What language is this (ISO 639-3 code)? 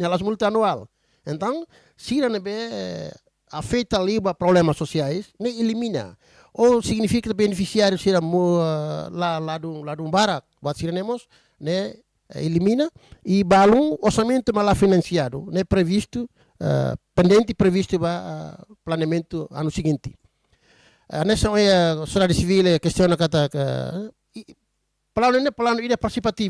tet